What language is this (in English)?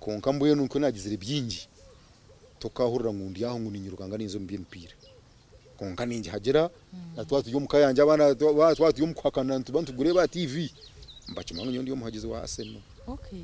Nyankole